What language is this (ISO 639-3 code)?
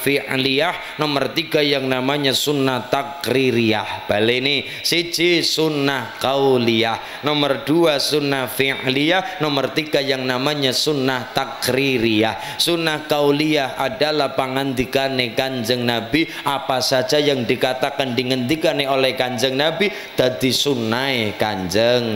jav